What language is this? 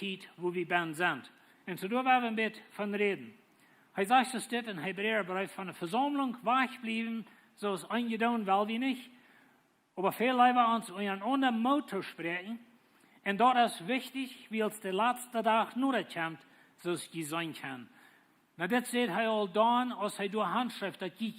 Plautdietsch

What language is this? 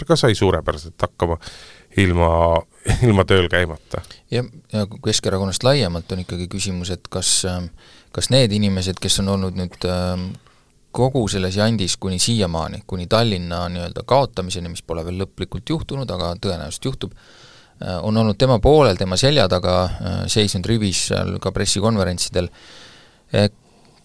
Estonian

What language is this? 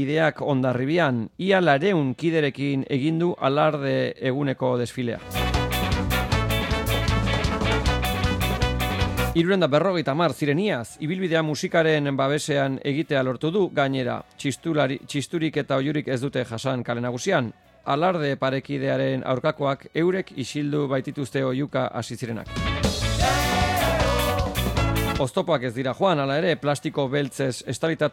Basque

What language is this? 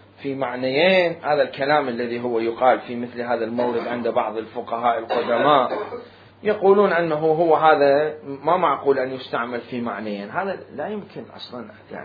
Mesopotamian Arabic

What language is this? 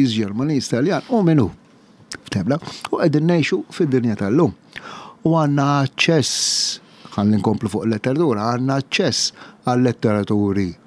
Maltese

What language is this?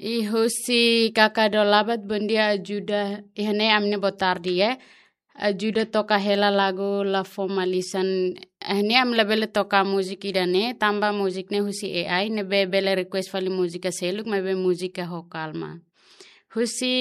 Tetum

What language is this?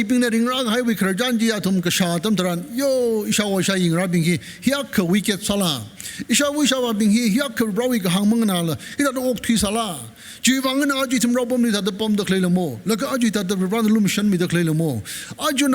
Tangkhul Naga (India)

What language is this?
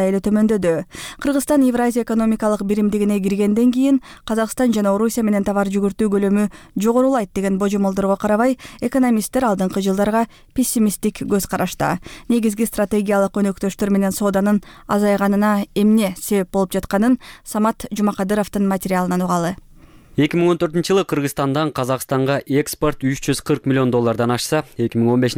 Kyrgyz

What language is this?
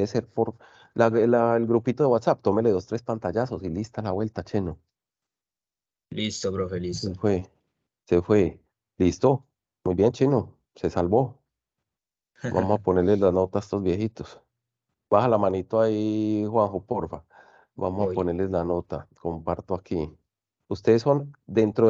Spanish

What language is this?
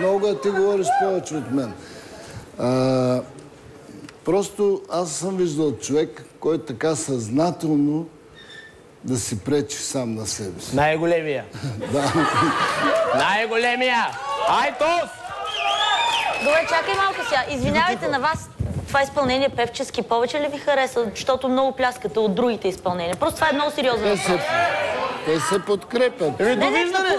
Bulgarian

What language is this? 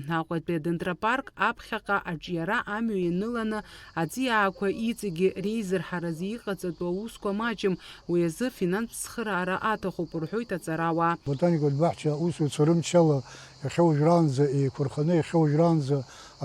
Abkhazian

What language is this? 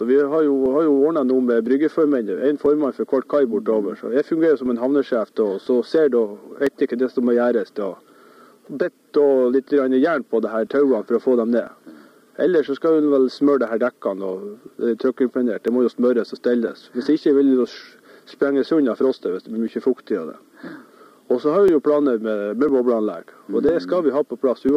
Norwegian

